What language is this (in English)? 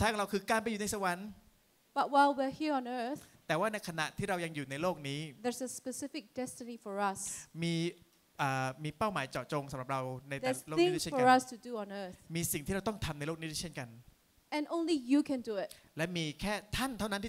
Thai